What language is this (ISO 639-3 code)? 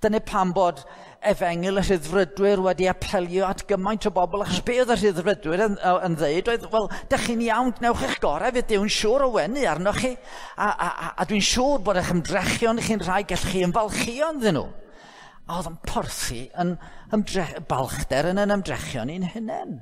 cym